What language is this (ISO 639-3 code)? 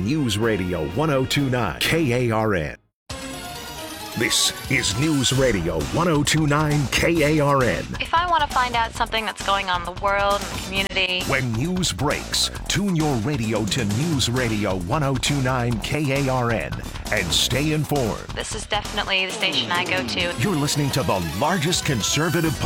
eng